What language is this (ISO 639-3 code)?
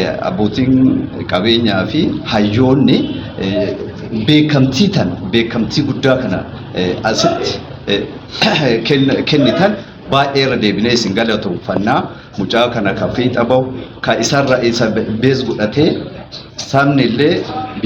orm